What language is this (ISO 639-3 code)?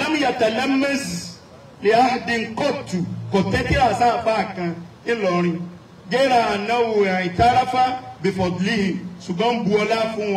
yor